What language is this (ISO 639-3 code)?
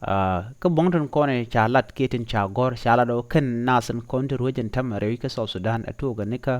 nus